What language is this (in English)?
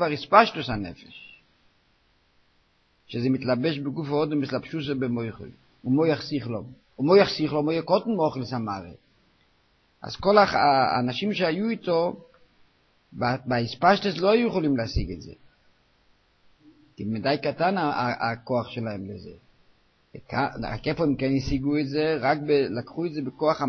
Hebrew